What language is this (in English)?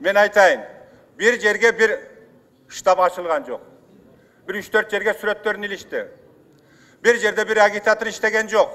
Kyrgyz